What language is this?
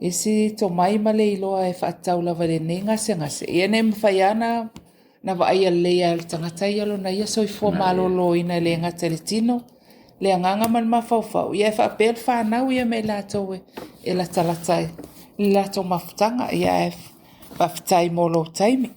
Samoan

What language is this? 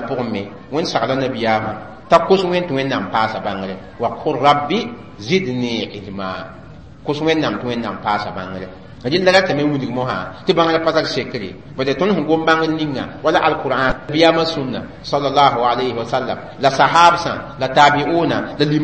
Mossi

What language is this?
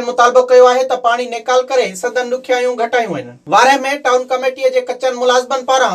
Sindhi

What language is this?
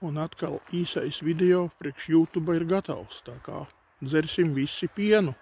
Latvian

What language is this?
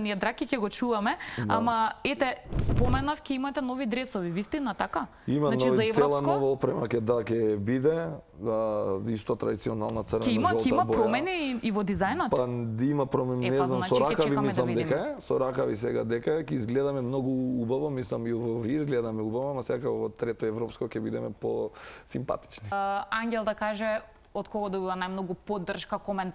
Macedonian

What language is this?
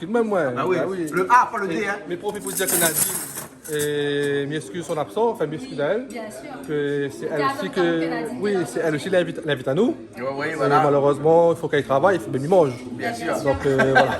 Réunion Creole French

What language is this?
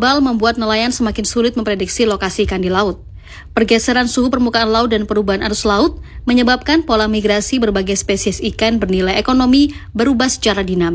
Indonesian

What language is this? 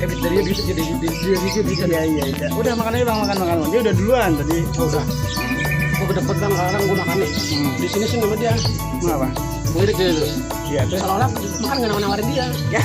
Betawi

